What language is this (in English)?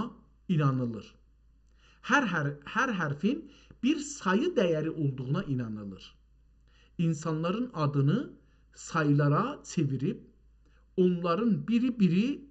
South Azerbaijani